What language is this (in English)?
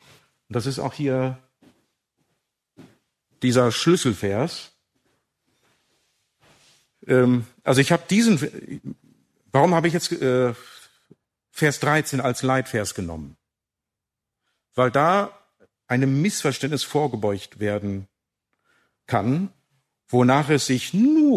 German